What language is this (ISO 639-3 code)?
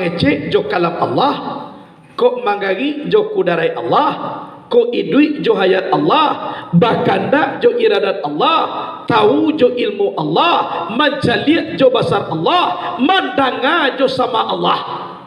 min